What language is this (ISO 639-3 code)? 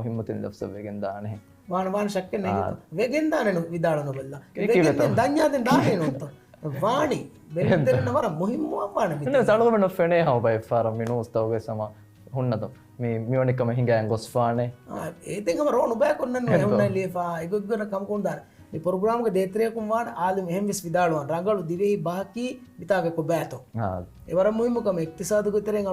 div